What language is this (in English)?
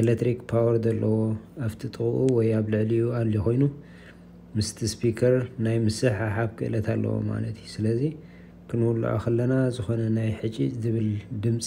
Tigrinya